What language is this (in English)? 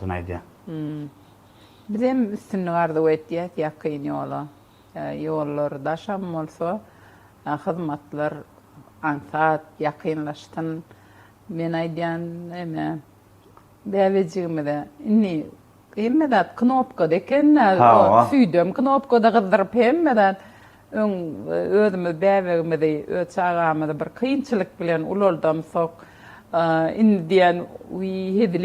Turkmen